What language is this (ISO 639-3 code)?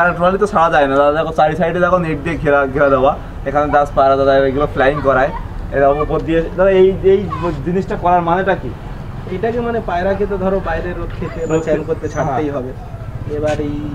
ben